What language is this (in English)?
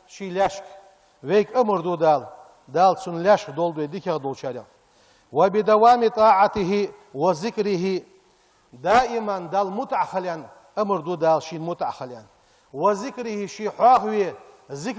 Ingush